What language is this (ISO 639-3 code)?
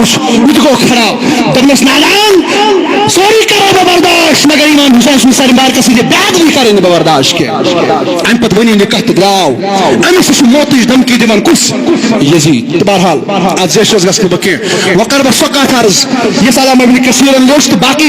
kas